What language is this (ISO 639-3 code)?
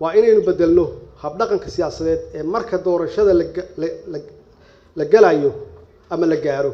som